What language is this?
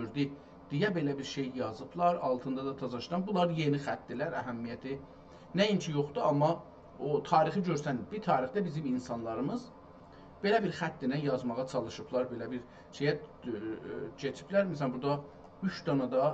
South Azerbaijani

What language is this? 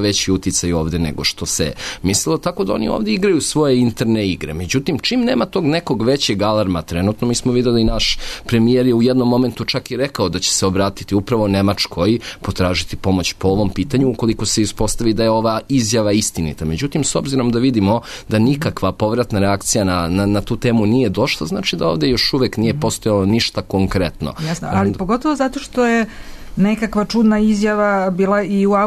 Serbian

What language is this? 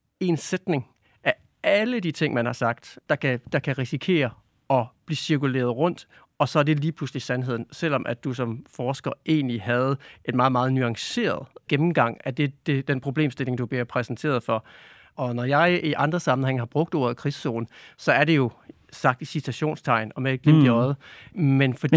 Danish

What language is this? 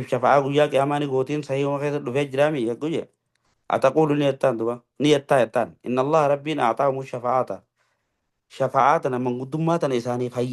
Oromo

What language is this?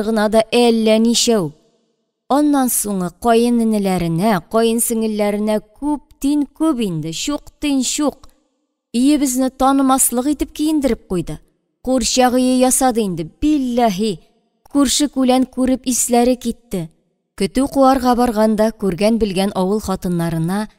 Tatar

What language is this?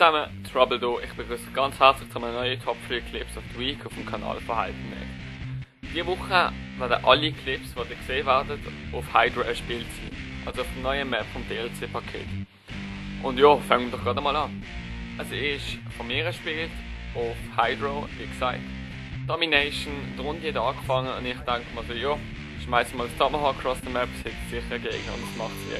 Swiss German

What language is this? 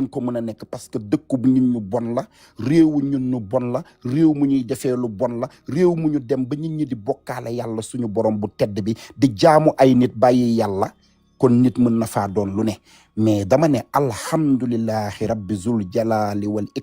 Wolof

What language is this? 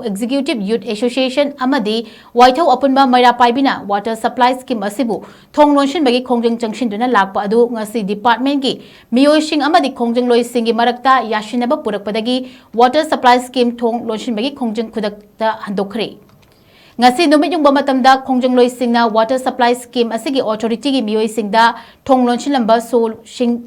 Manipuri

